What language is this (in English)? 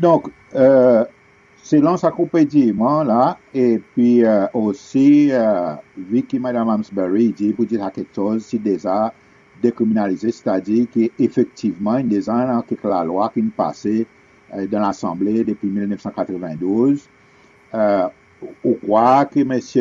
Seselwa Creole French